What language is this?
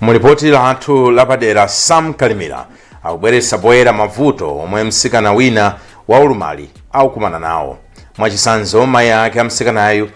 Nyanja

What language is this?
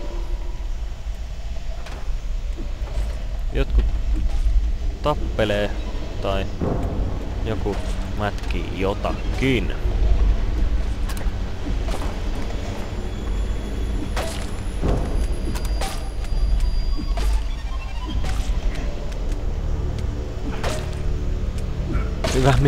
Finnish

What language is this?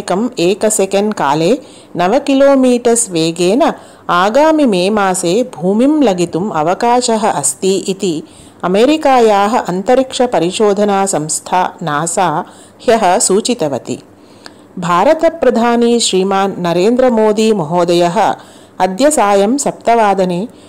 Sanskrit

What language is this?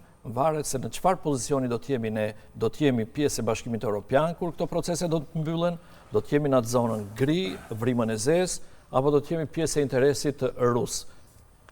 Albanian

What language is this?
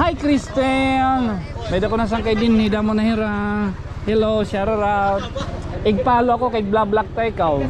Waray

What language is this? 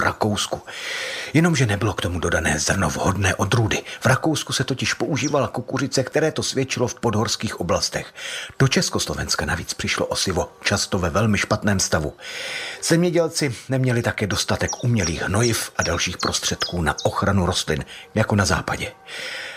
Czech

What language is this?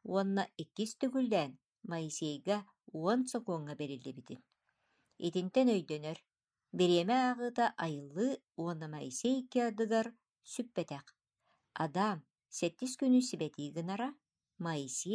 Yakut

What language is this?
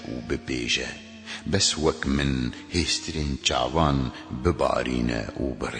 Kurdish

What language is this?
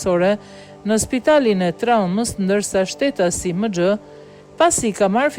Albanian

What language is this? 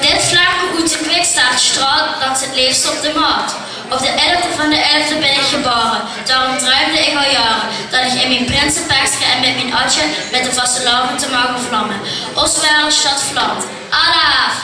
Limburgish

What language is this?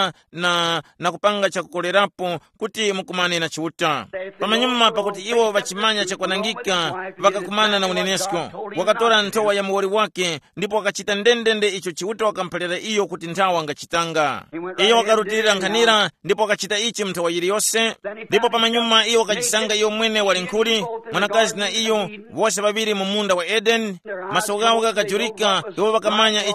Tumbuka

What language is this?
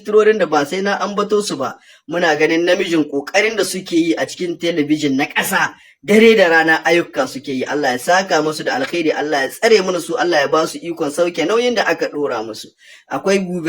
Hausa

